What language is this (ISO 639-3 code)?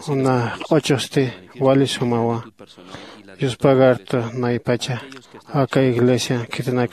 aym